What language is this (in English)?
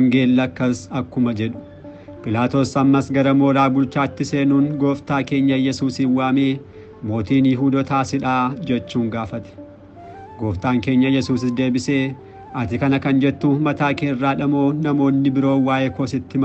Oromo